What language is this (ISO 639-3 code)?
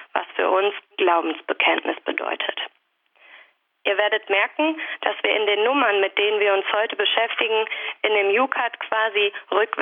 deu